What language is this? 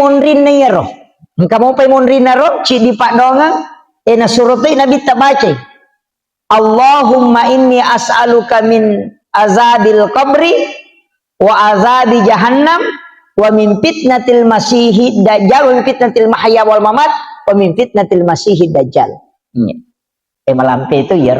Buginese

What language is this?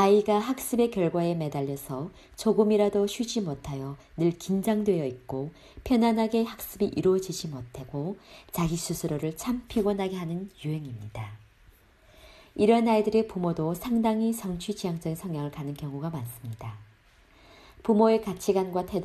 Korean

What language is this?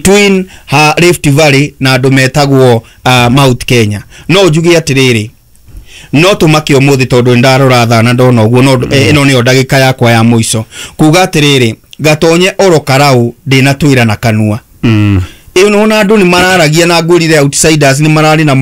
Kikuyu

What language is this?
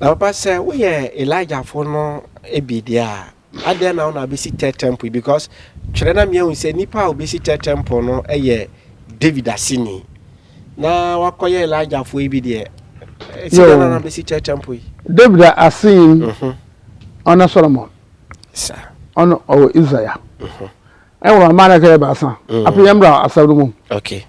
Akan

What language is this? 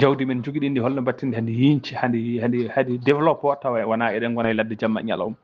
Fula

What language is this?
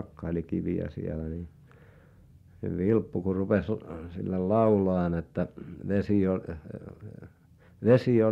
Finnish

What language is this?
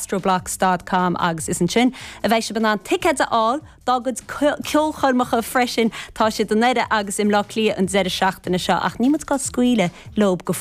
Irish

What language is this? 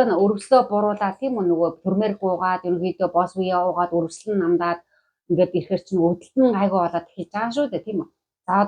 Mongolian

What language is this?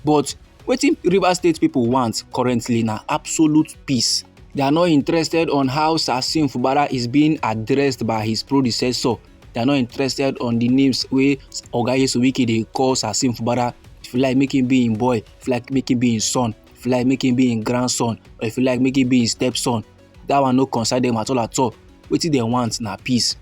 Nigerian Pidgin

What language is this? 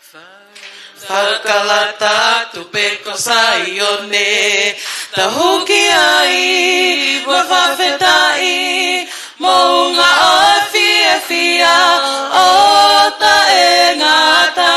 Tongan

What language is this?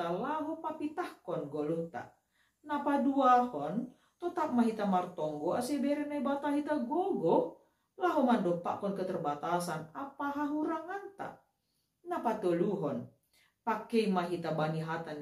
Batak Simalungun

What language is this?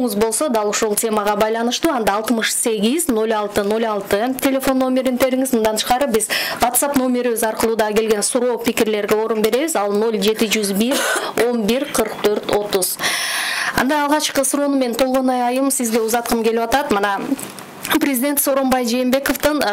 Kyrgyz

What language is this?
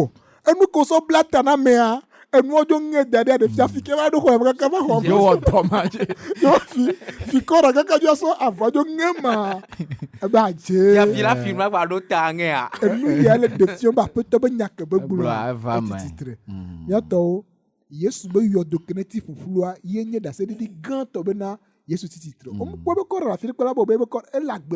Ewe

